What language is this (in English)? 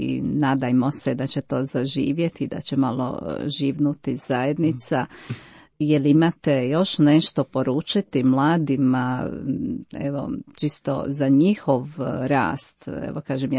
Croatian